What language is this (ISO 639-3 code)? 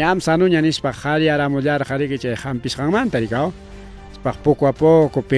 quy